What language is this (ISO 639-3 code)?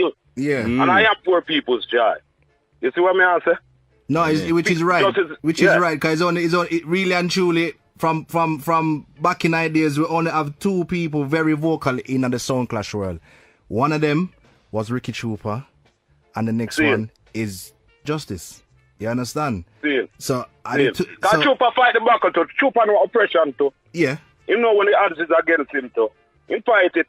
jam